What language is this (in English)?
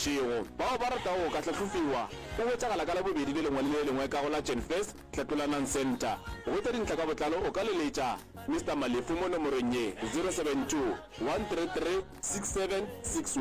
Northern Sotho